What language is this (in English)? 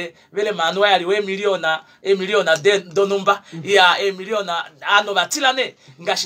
Kuanyama